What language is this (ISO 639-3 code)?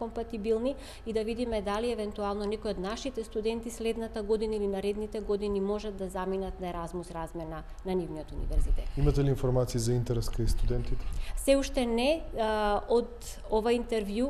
mkd